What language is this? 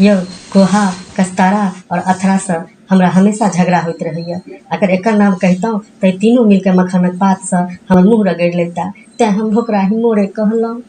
Maithili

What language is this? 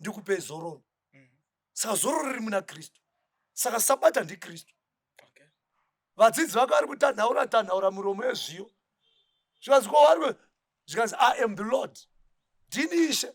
Shona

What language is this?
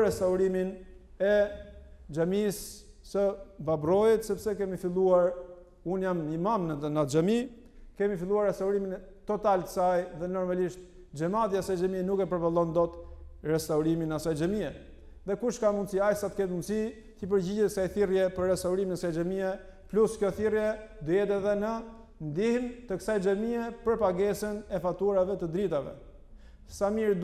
Albanian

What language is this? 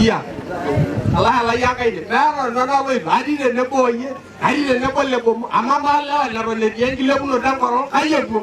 Masai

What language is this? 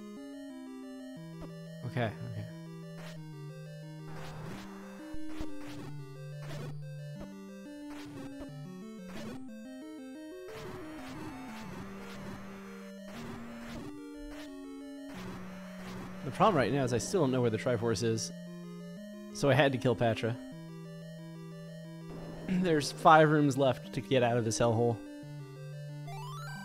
English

